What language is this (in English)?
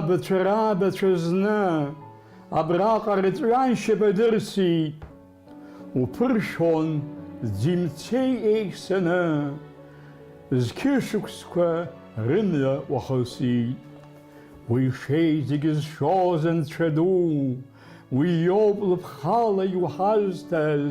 Abkhazian